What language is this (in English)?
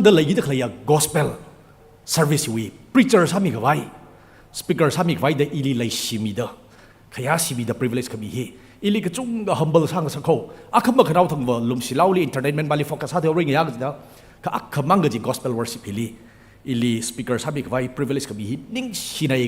Tangkhul Naga (India)